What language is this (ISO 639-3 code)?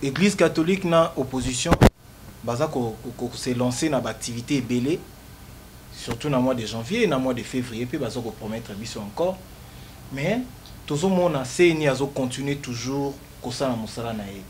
lin